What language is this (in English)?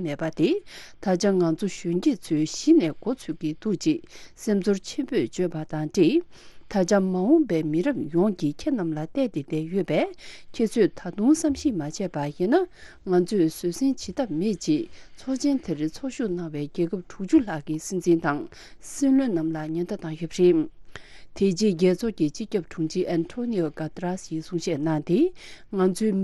Tibetan